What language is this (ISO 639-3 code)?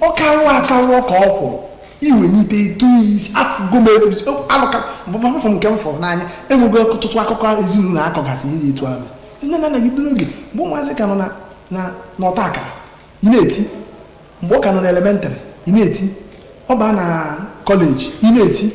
ibo